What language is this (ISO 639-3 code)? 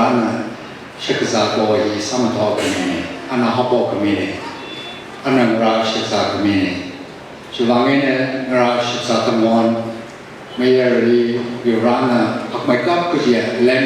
nmf